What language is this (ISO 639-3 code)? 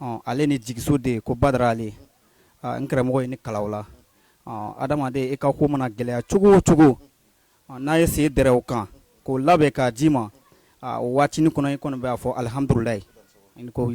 bam